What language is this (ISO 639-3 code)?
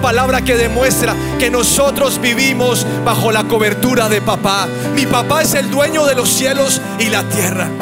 spa